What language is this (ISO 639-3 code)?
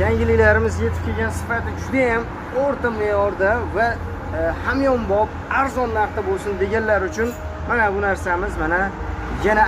uzb